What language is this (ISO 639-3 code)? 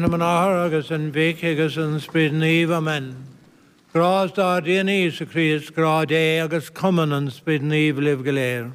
gle